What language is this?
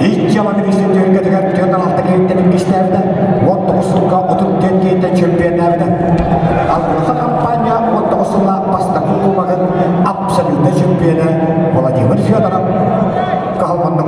Yakut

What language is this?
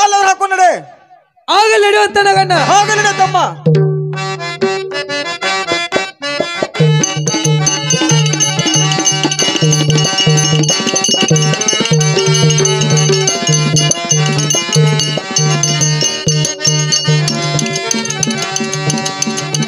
Kannada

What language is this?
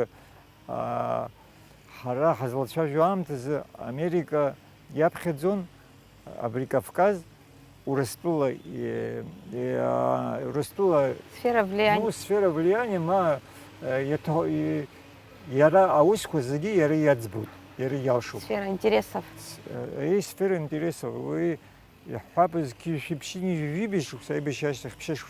Abkhazian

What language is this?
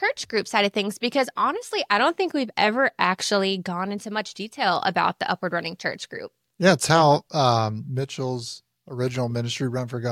English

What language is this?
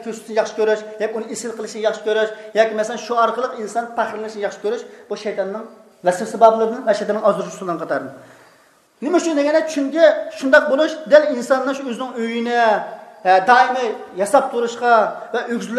Uyghur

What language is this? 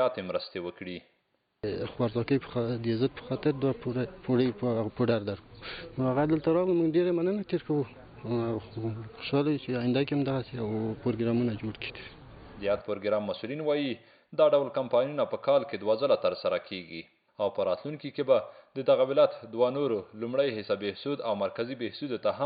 Pashto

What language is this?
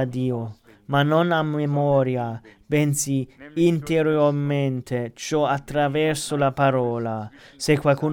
Italian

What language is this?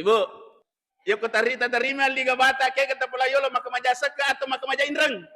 Buginese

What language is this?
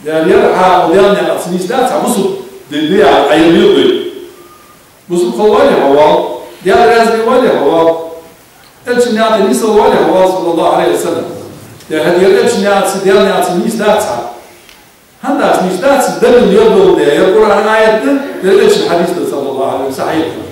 Ingush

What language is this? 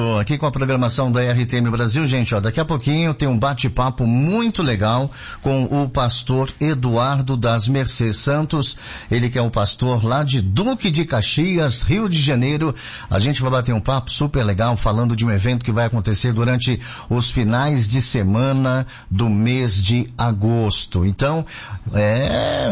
Portuguese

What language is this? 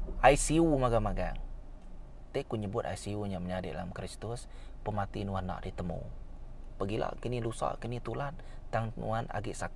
Iban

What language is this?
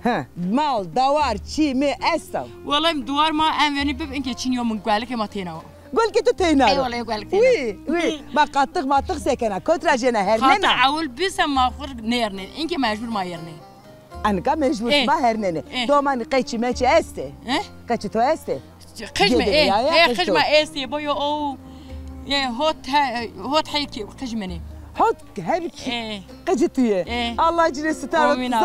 Zaza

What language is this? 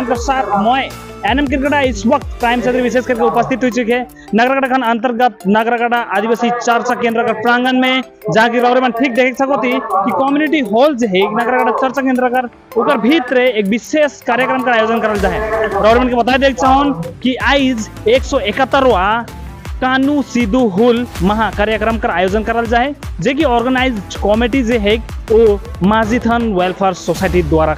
Sadri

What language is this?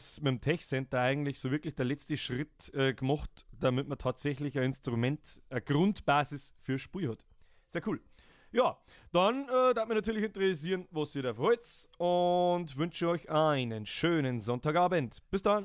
Bavarian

